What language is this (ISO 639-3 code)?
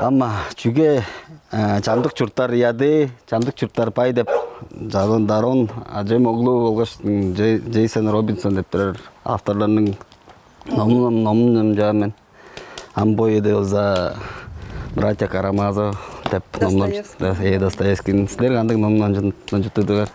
tyv